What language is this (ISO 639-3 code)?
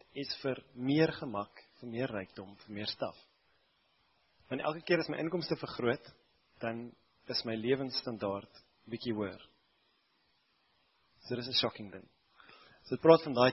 afr